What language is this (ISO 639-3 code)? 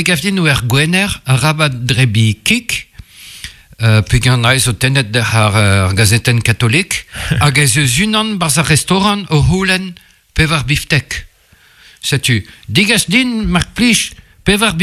bre